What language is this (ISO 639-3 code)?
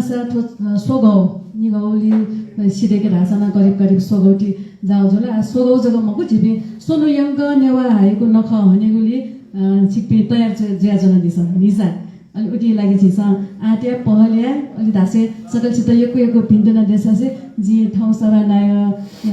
new